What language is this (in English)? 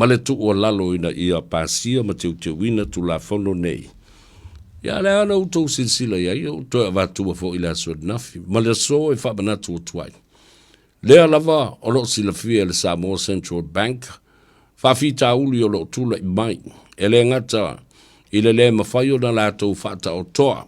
Samoan